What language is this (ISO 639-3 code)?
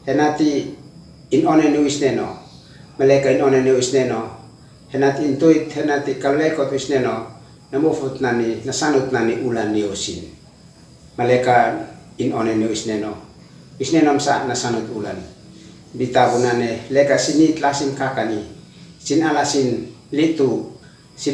aoz